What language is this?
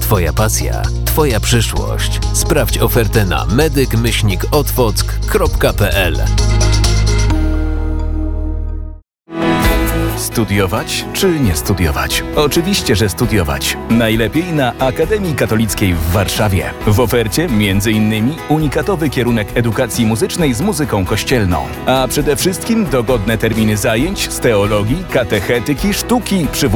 Polish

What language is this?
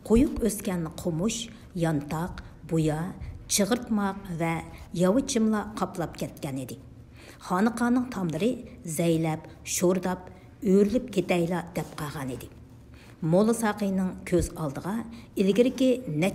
Uyghur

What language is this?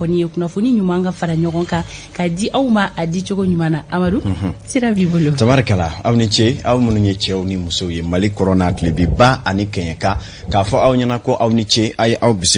Bambara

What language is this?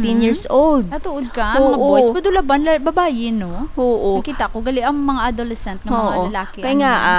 Hiligaynon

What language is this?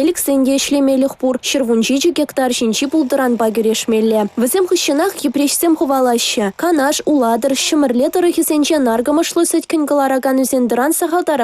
Chuvash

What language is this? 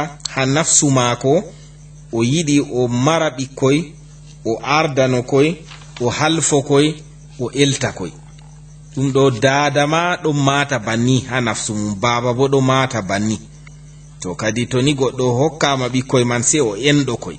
Fula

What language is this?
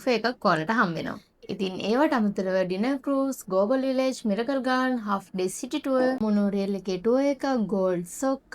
Sinhala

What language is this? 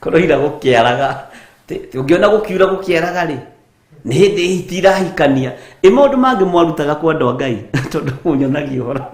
Kikuyu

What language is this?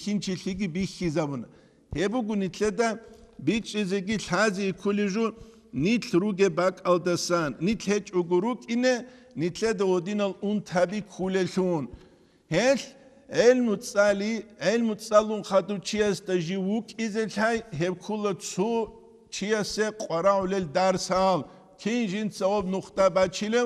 Avaric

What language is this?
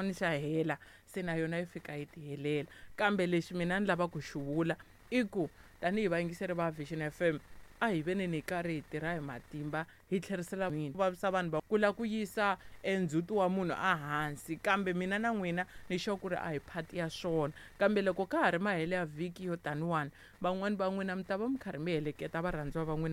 Tsonga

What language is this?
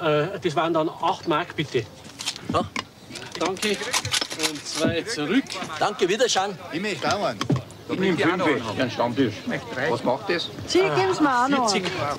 Bavarian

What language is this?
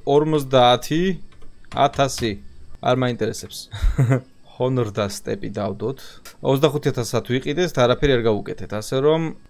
Georgian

